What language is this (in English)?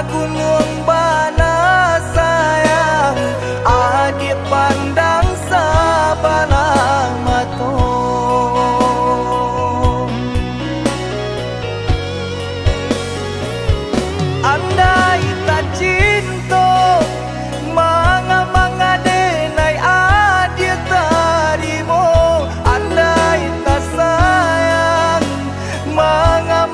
Minangkabau